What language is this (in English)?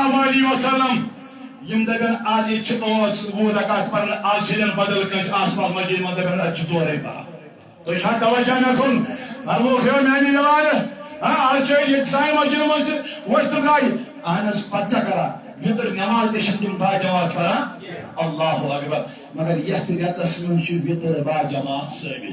Kashmiri